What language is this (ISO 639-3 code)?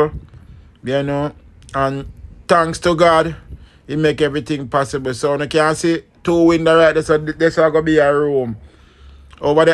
jam